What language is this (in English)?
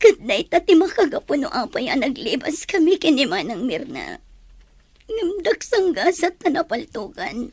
Iloko